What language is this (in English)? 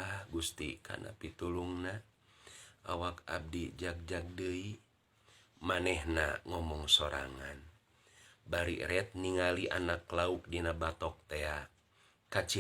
Sundanese